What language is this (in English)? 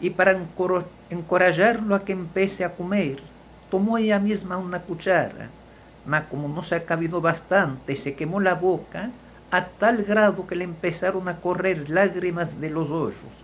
Ladino